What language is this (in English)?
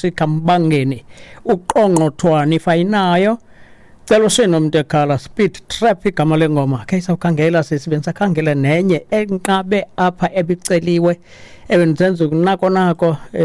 Xhosa